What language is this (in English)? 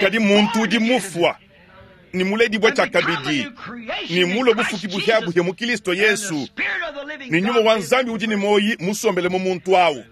Luba-Lulua